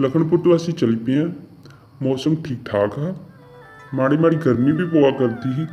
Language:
Dogri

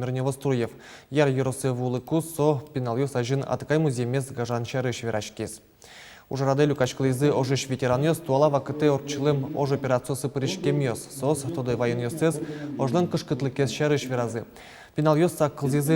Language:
Udmurt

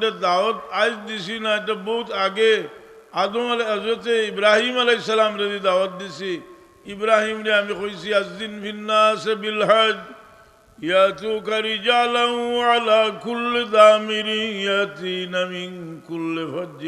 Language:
Sylheti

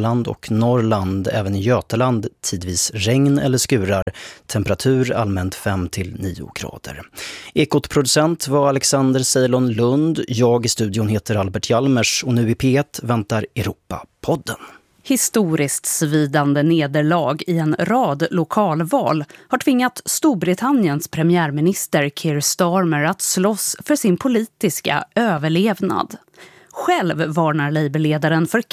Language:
Swedish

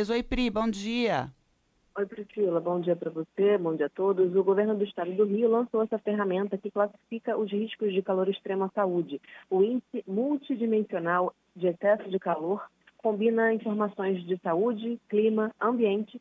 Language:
Portuguese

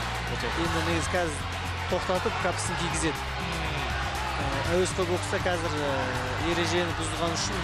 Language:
Kazakh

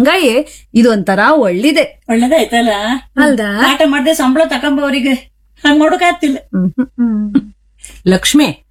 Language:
Kannada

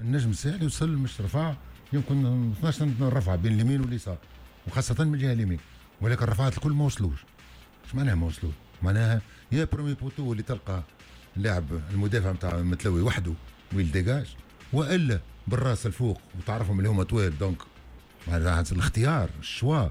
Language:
Tunisian Arabic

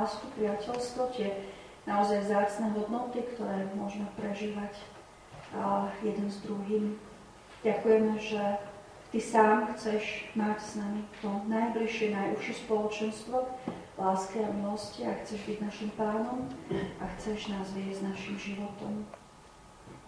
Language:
Slovak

